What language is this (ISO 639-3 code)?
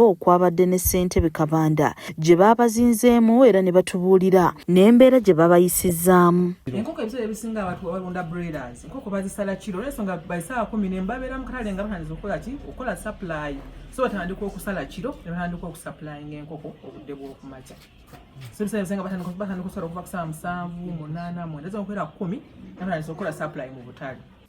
lug